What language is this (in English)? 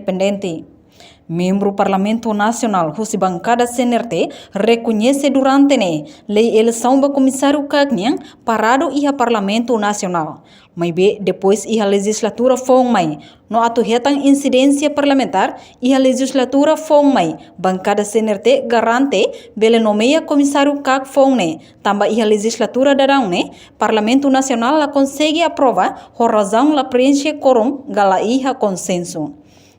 Tetum